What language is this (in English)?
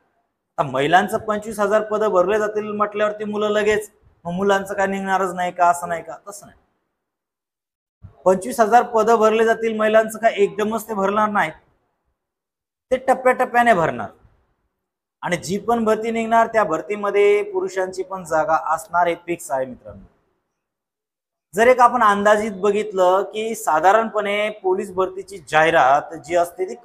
Marathi